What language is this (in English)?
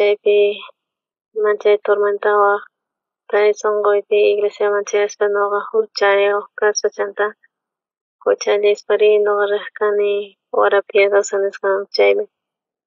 South Bolivian Quechua